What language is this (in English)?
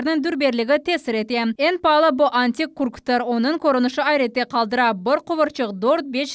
Crimean Tatar